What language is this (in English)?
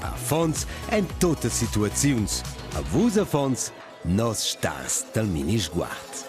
Romansh